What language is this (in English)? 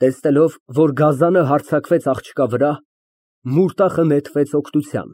Armenian